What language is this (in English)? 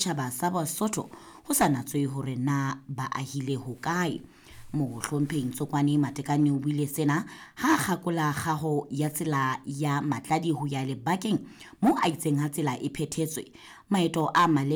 Southern Sotho